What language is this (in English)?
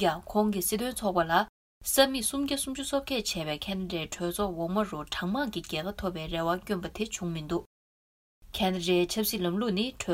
Tibetan